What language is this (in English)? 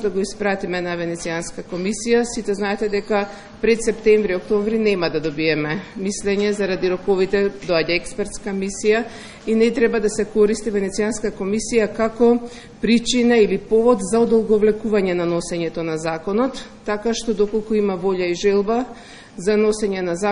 Macedonian